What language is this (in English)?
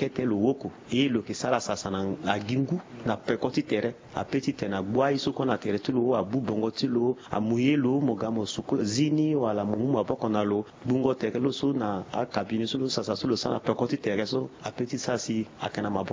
Sango